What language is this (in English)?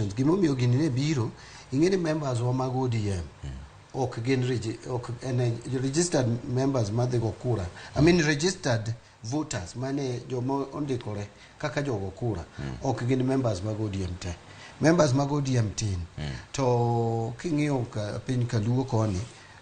Luo (Kenya and Tanzania)